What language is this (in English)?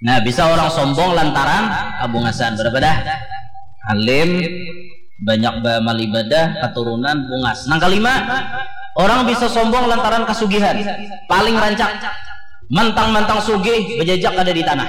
Banjar